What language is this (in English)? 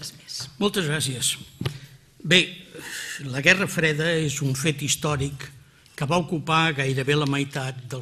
Catalan